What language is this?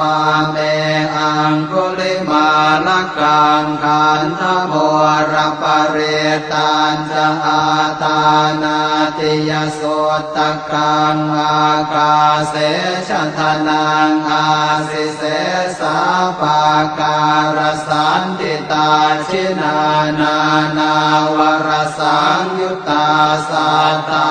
Pali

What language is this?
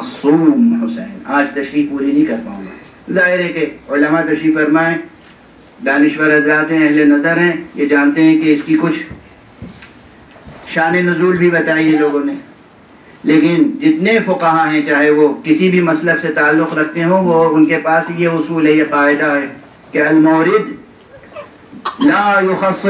Urdu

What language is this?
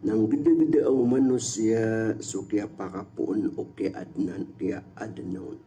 Maranao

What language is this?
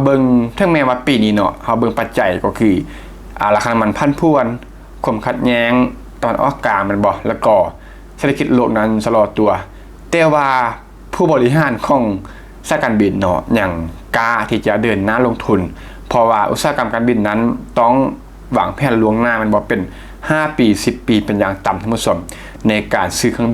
Lao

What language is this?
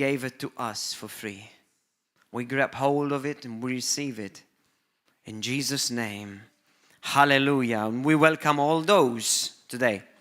English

